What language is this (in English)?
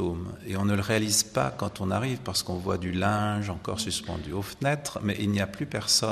French